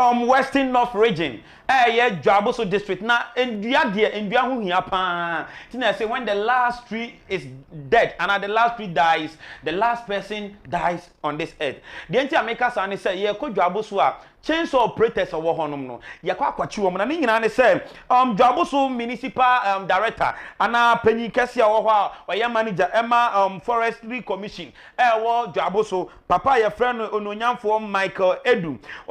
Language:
Akan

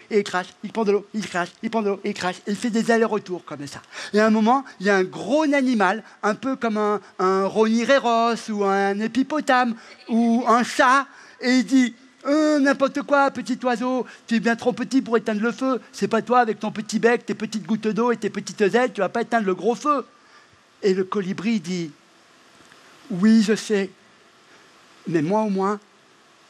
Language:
French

